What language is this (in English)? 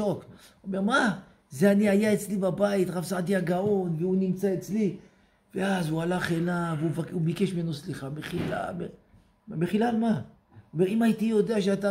Hebrew